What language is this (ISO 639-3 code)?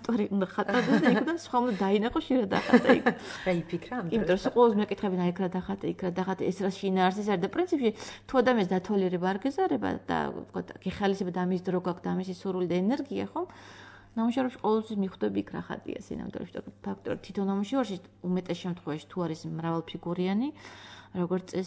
kat